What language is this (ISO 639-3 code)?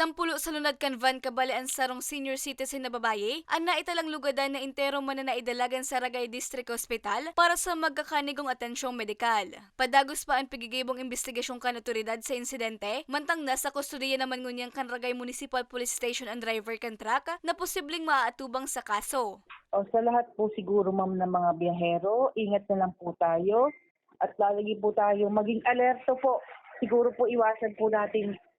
bik